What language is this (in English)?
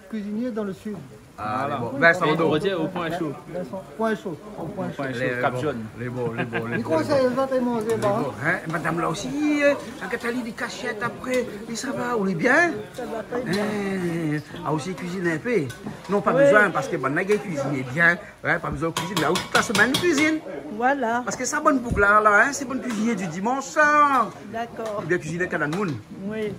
Réunion Creole French